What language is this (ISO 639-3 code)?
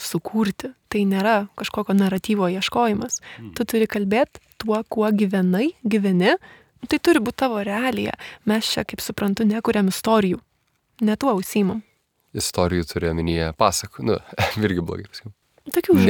lit